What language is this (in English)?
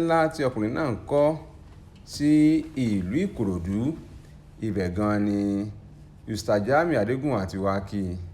Yoruba